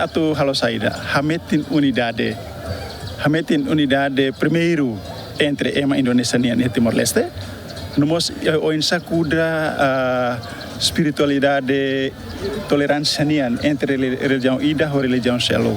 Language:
Tetum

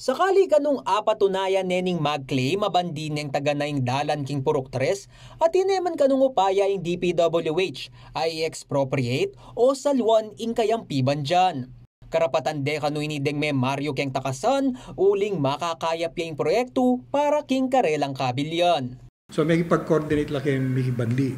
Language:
Pampanga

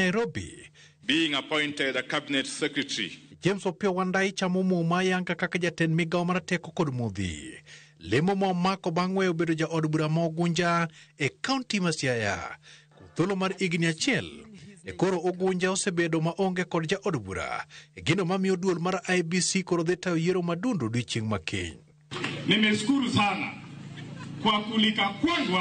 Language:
Luo (Kenya and Tanzania)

